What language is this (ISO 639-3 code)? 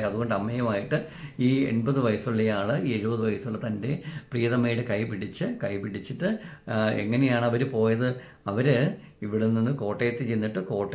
mal